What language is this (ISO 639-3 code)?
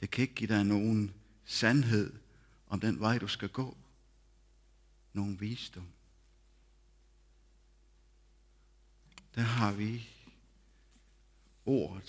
dan